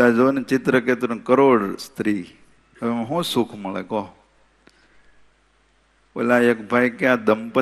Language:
Gujarati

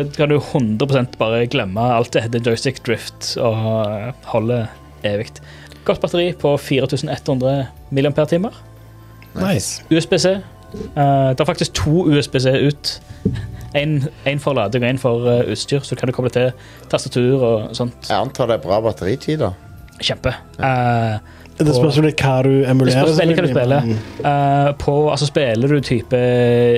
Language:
Norwegian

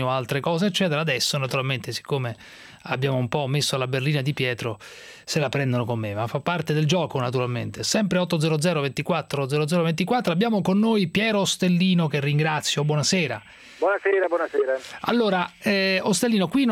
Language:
Italian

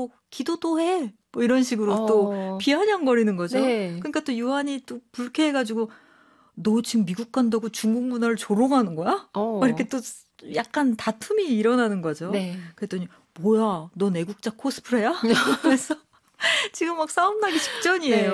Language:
Korean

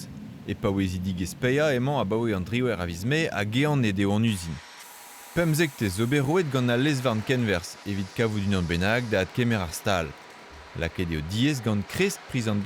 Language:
Breton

